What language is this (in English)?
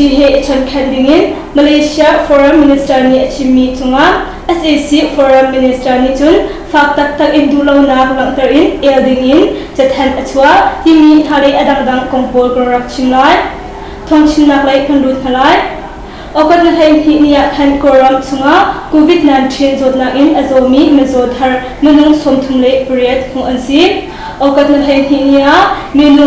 Hakha Chin